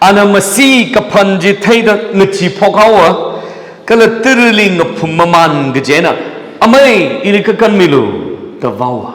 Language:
Tangkhul Naga (India)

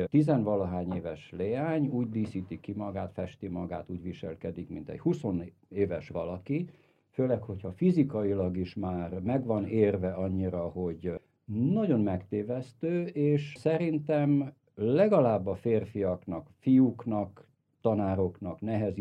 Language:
Hungarian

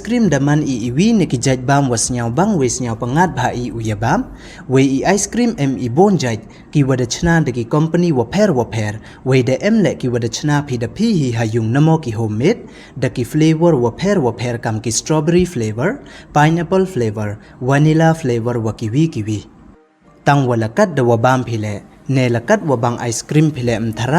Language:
Pnar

